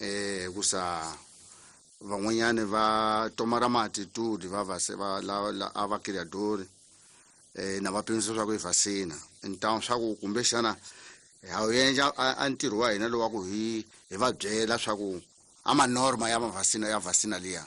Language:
Tsonga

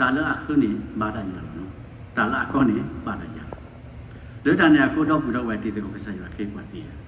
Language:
S'gaw Karen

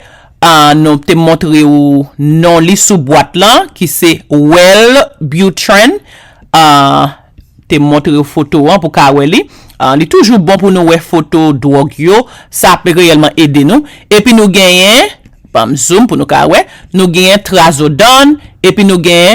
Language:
Haitian Creole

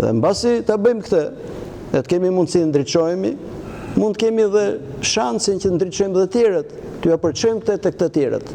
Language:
Albanian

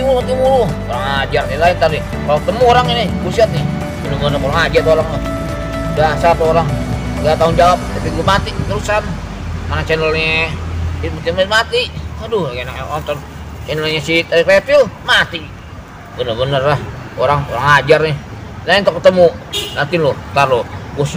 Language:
Betawi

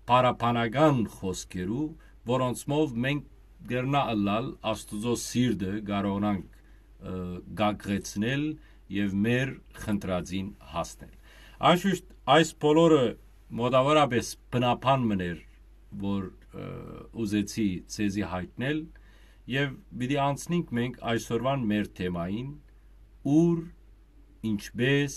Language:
Western Armenian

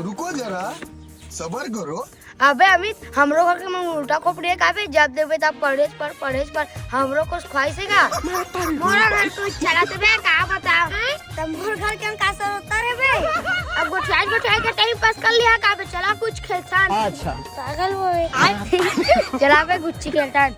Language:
Chhattisgarhi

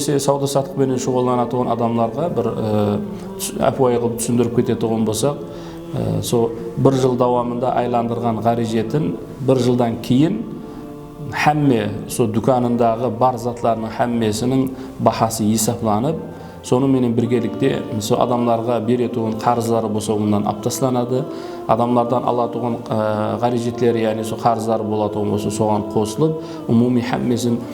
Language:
Kara-Kalpak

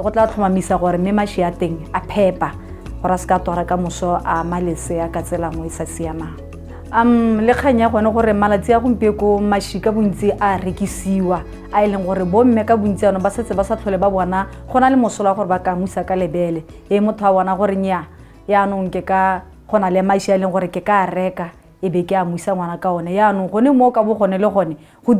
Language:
Tswana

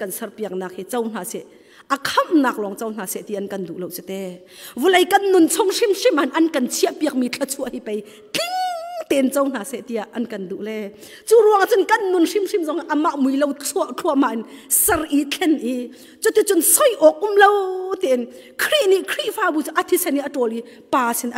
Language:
Hakha Chin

